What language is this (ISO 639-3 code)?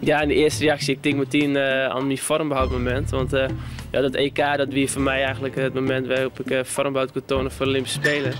fry